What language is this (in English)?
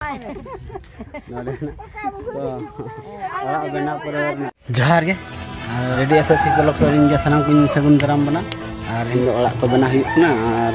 Santali